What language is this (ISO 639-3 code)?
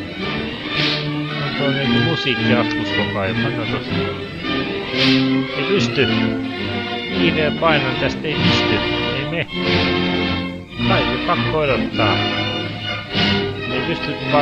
fin